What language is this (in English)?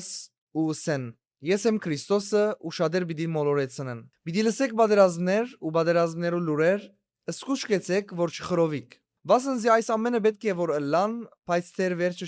Western Armenian